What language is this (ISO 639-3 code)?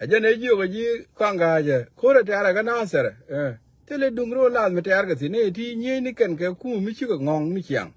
nus